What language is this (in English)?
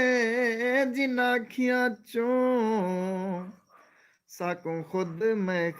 Saraiki